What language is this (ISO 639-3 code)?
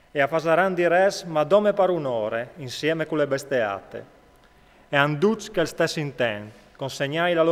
fur